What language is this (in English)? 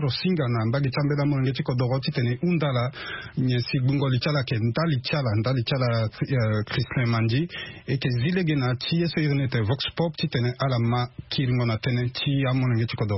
Sango